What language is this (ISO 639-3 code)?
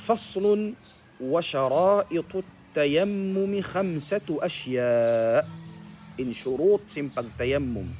tsg